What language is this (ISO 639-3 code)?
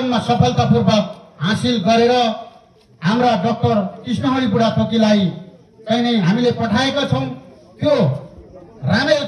nep